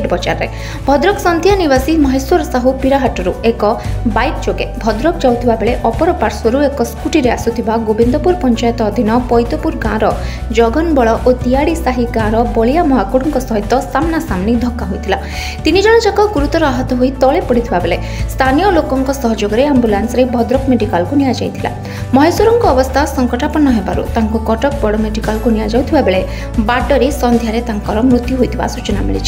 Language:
Odia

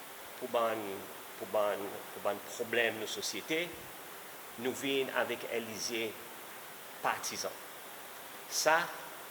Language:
Seselwa Creole French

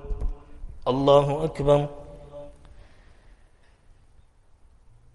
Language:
Arabic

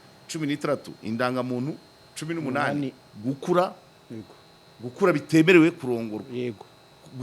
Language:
Kinyarwanda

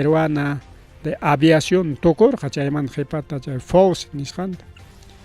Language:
Ayacucho Quechua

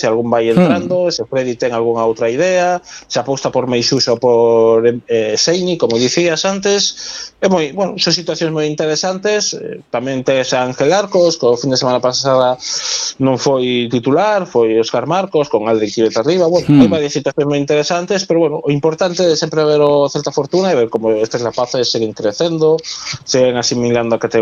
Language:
Galician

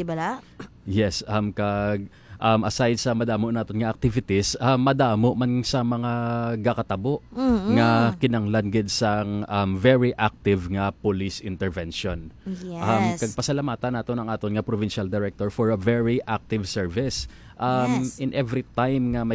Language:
Hiligaynon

